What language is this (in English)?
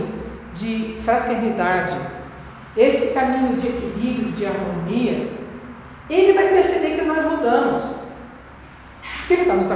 Portuguese